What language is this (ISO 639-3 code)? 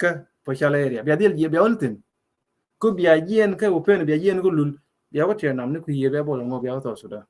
nus